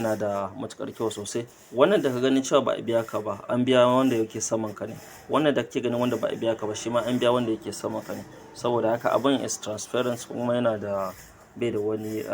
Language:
Hausa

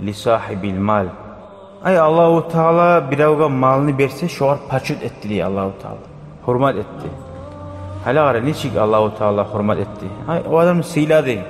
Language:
Kumyk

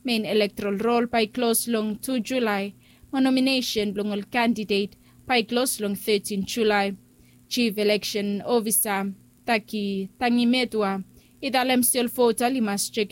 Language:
Bislama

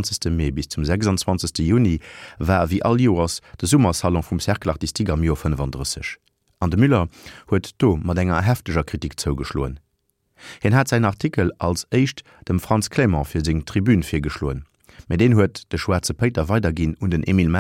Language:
Luxembourgish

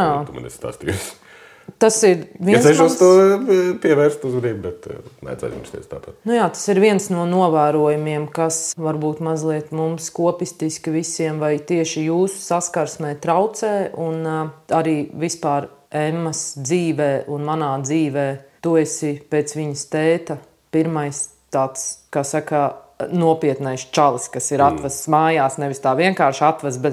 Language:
Latvian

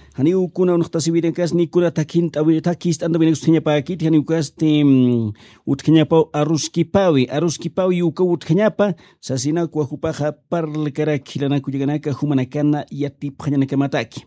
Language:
Aymara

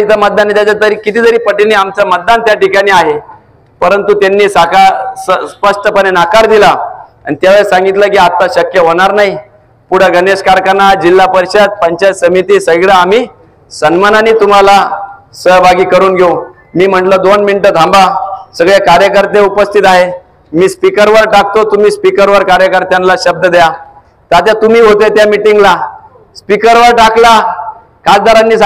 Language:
Marathi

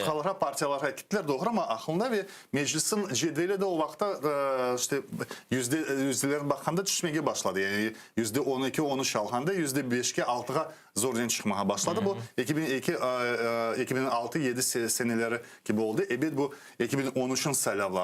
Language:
Crimean Tatar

